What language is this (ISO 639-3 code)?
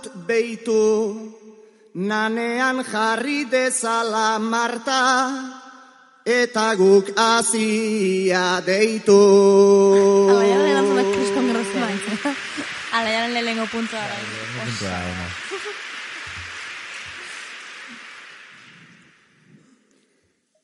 eus